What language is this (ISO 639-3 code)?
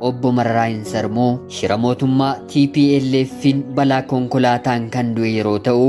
orm